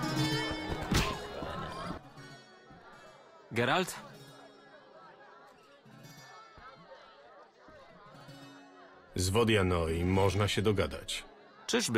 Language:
Polish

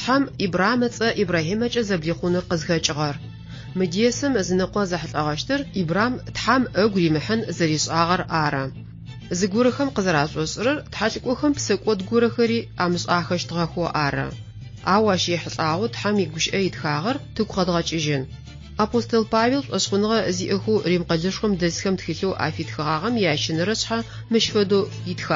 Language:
Adyghe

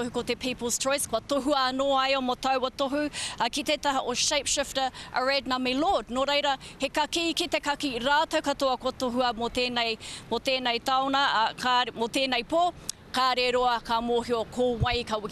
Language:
Māori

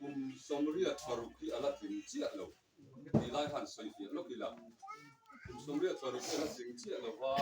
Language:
Mizo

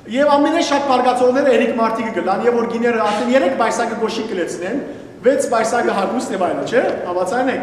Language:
Western Armenian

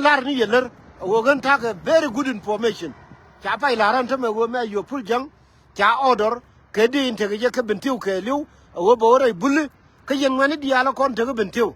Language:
Nuer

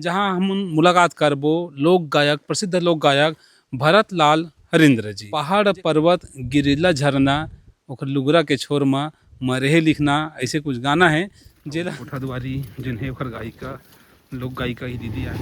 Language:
Chhattisgarhi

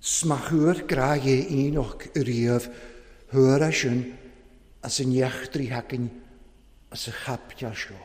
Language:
Welsh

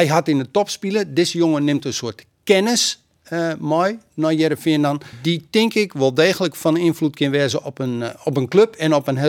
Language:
Western Frisian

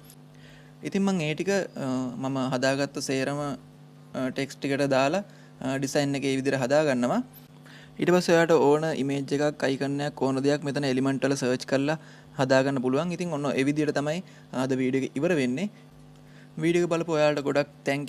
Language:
Sinhala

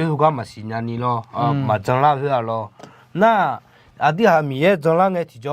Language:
Akha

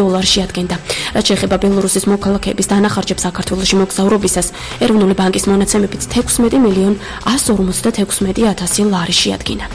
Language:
Georgian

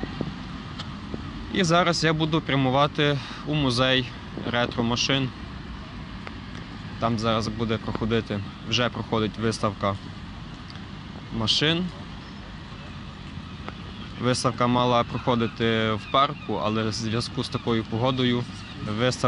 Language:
Ukrainian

